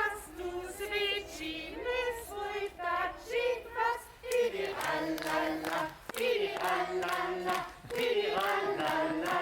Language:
Upper Sorbian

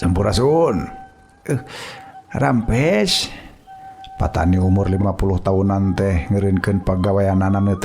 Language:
Sundanese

